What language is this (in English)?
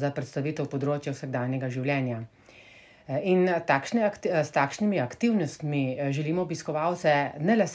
Slovenian